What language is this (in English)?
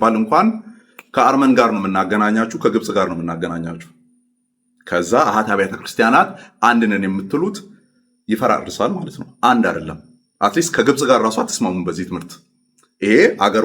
Amharic